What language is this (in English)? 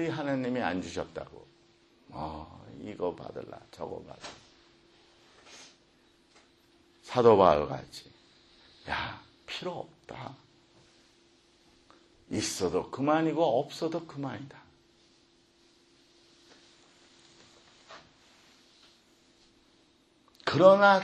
Korean